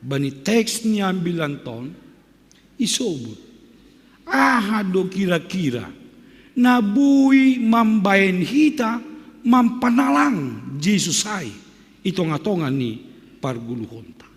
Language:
Batak Simalungun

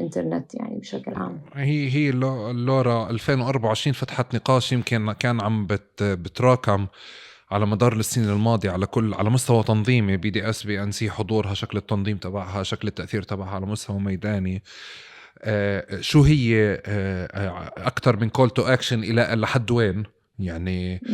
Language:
North Levantine Arabic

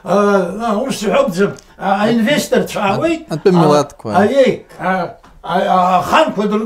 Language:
Abkhazian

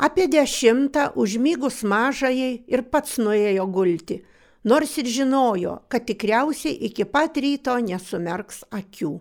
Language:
Lithuanian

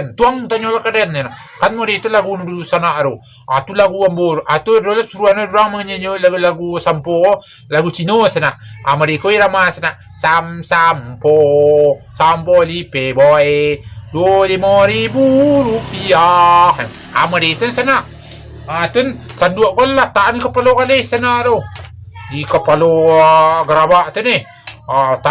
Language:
Minangkabau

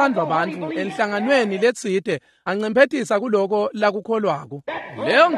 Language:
Swati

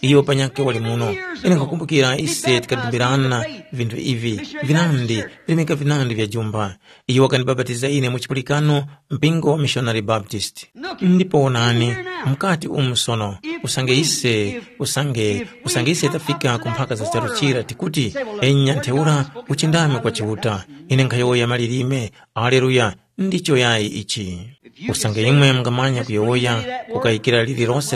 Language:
Tumbuka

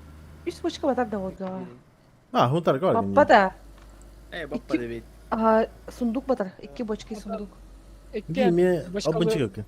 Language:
Yakut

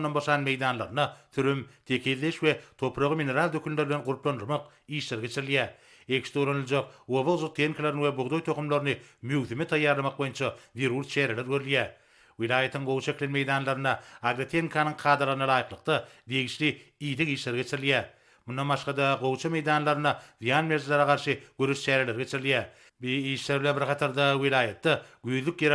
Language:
Turkmen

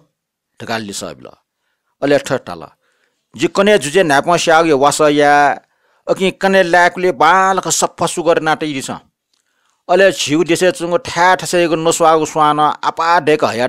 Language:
Newari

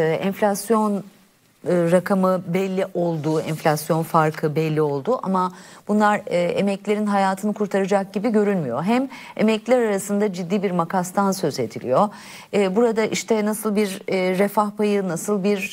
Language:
Turkish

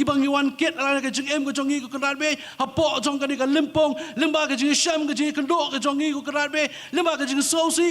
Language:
Khasi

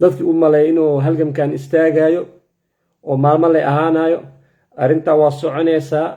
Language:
Somali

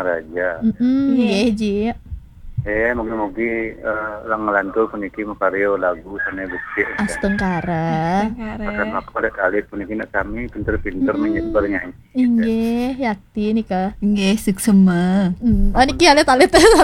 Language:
Balinese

